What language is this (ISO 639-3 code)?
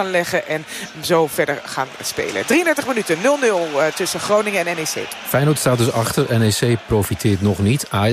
nld